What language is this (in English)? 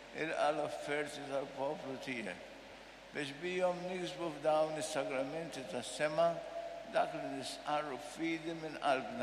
Maltese